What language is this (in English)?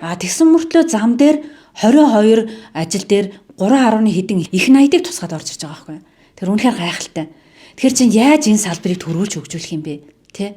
Mongolian